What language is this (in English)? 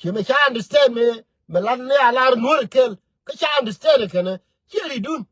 Nuer